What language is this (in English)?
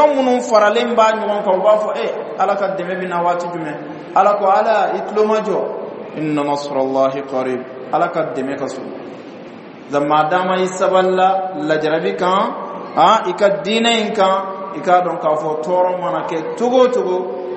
Bambara